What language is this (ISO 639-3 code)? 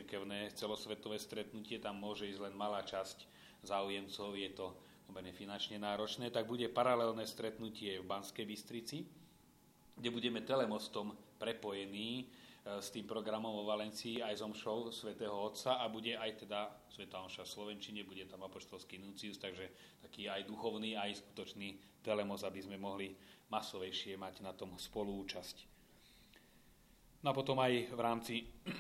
slk